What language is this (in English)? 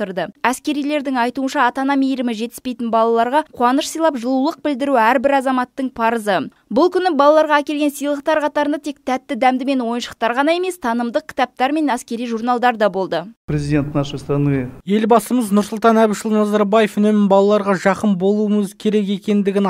Kazakh